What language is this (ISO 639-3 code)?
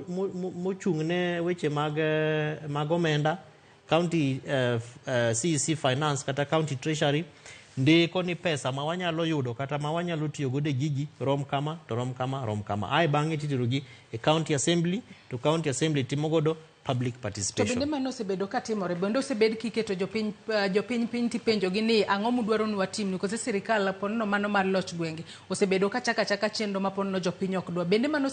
luo